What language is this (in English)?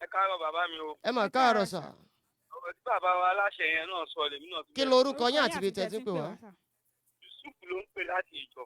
Yoruba